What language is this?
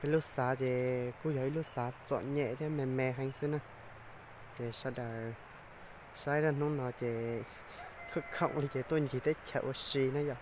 Hmong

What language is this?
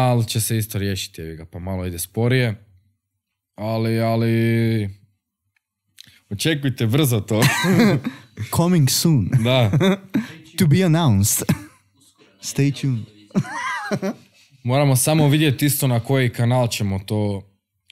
Croatian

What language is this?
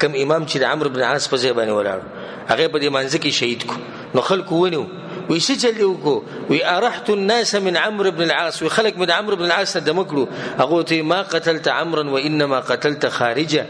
Pashto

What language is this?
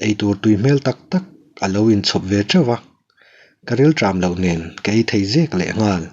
Mizo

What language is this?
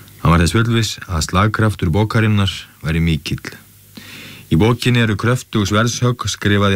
Icelandic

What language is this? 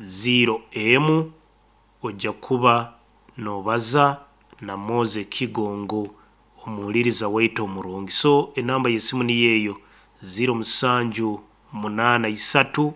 Nyankole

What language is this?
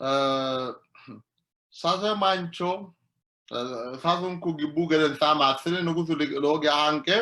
Sidamo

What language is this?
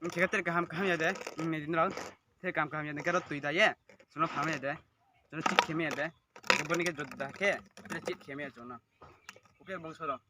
Riang (India)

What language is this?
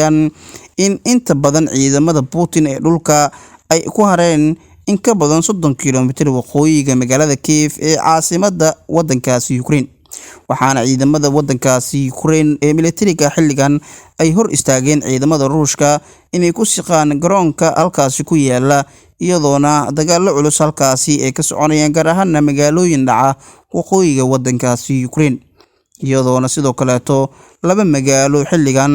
Somali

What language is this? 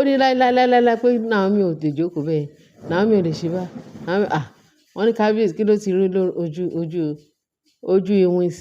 Yoruba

